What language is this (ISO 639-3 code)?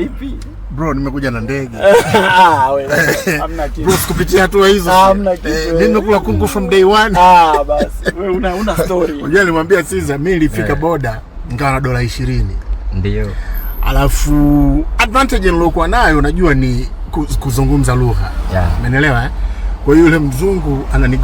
swa